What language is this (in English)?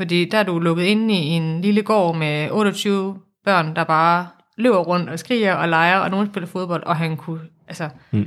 Danish